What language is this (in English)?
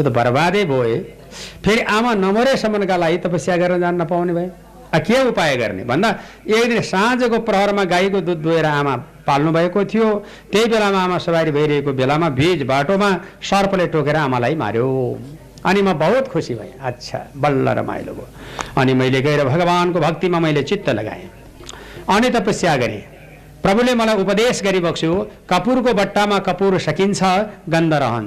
Nepali